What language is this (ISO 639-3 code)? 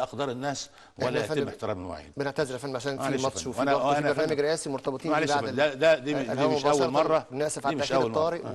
arz